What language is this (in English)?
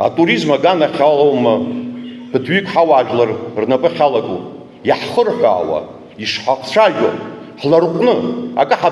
Abkhazian